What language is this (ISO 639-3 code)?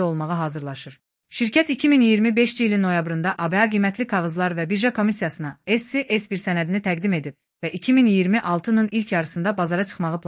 aze